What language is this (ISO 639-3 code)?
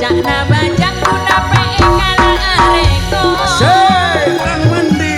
mad